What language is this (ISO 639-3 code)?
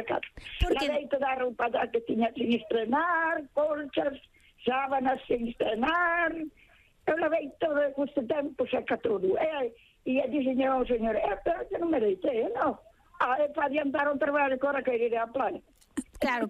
glg